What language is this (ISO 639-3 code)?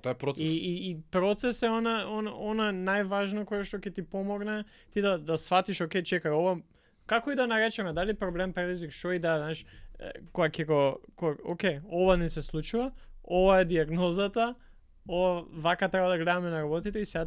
mkd